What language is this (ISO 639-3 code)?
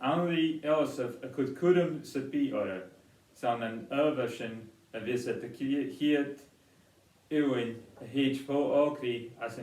gla